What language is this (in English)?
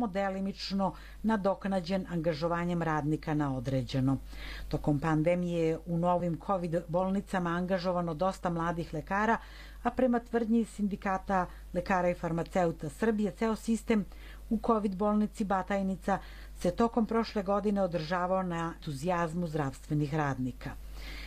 Serbian